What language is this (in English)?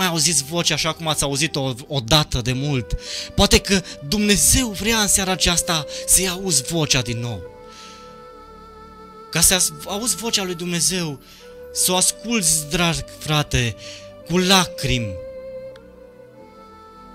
Romanian